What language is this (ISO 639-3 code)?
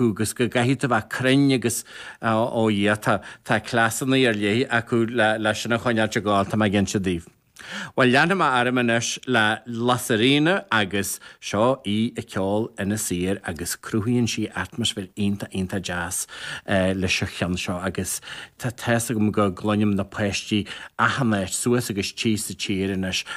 gle